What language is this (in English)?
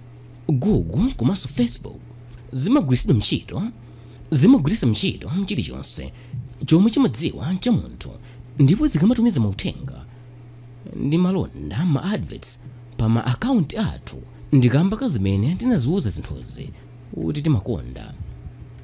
Nyanja